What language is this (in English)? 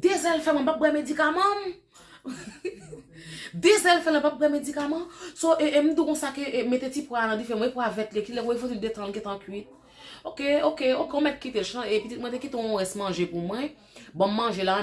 Haitian Creole